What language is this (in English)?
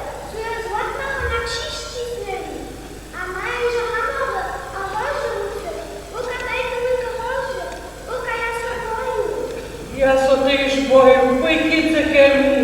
Upper Sorbian